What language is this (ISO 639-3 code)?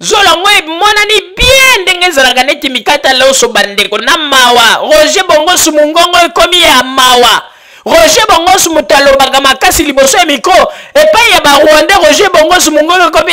lin